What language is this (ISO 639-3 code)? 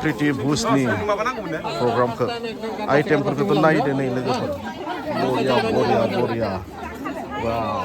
brx